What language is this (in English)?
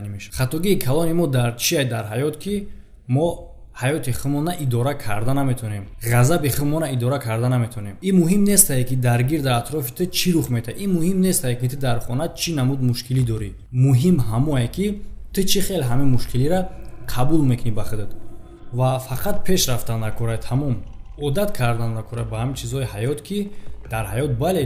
Tajik